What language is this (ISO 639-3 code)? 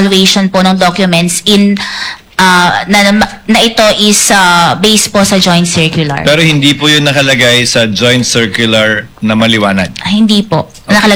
fil